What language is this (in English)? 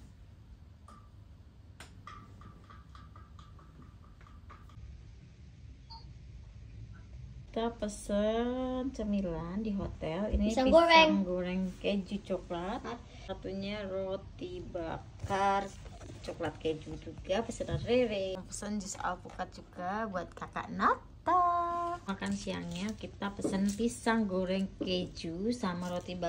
Indonesian